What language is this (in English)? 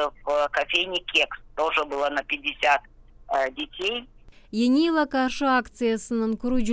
Gagauz